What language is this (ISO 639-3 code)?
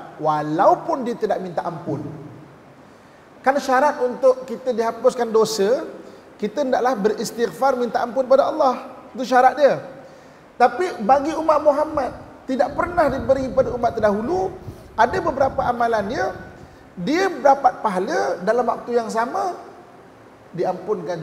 msa